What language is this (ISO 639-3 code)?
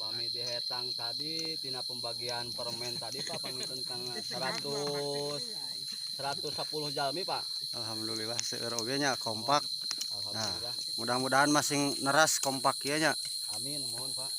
sun